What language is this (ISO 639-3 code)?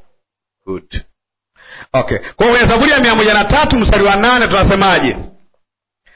swa